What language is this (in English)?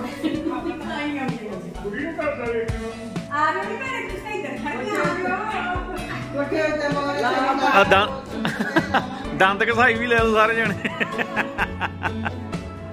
Punjabi